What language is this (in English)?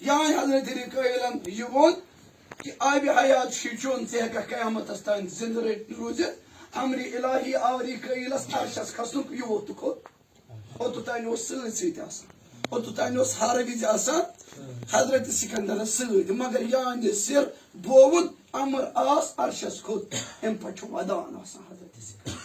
Kashmiri